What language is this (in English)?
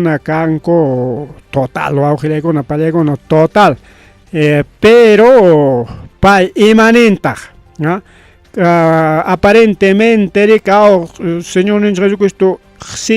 Ayacucho Quechua